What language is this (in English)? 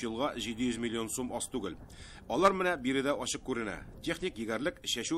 Tatar